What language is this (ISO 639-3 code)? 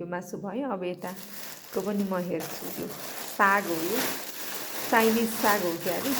nep